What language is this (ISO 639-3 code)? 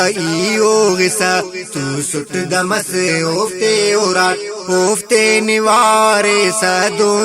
brh